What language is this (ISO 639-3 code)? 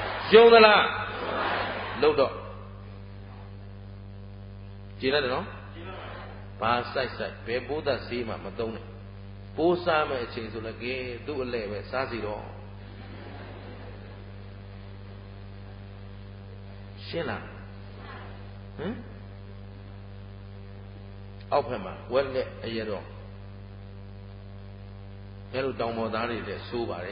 mya